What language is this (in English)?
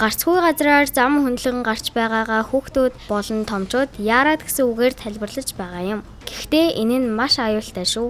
Mongolian